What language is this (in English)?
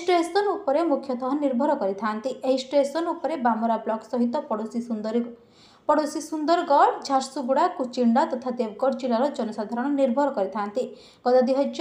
Odia